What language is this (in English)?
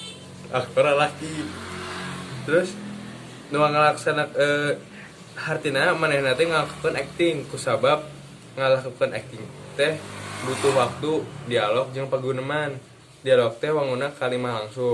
Sundanese